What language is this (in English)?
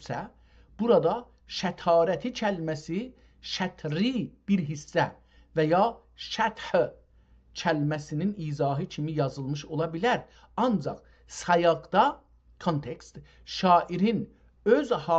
South Azerbaijani